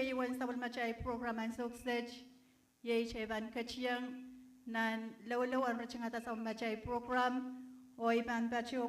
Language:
Pohnpeian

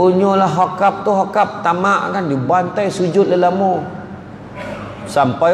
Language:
Malay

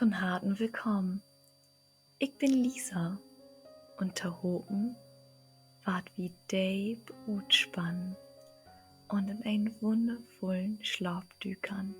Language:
Low German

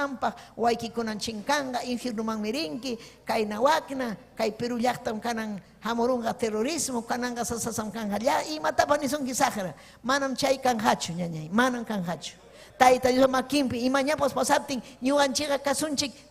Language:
Ayacucho Quechua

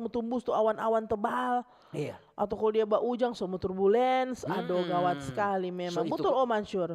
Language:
Manado Malay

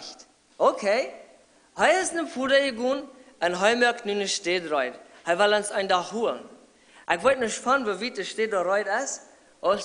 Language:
Plautdietsch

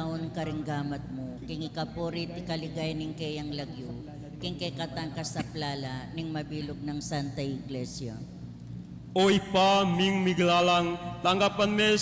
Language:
Pampanga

